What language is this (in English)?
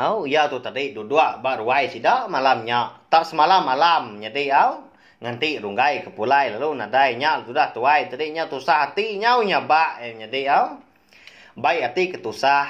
Iban